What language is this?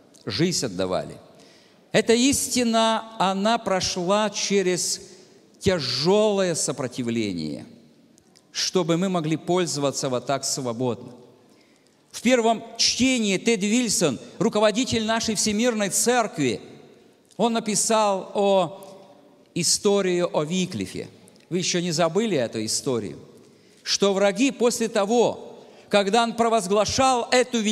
Russian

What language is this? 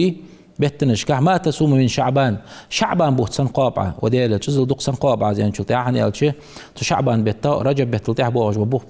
Ingush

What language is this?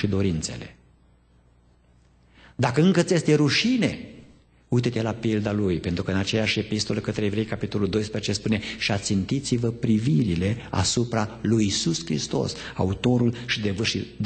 Romanian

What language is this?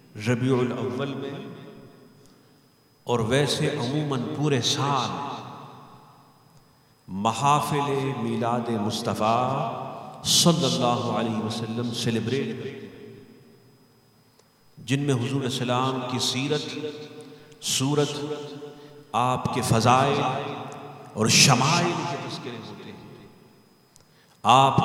Urdu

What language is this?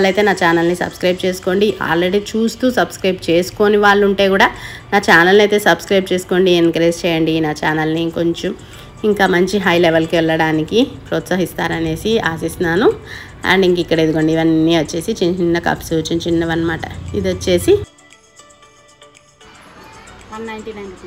Telugu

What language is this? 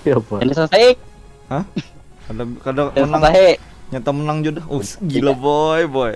Banjar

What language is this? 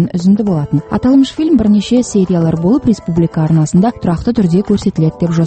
Kazakh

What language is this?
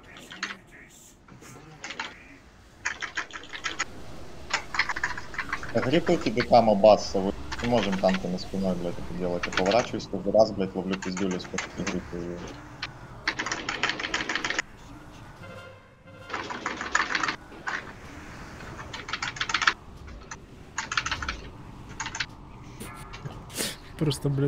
Russian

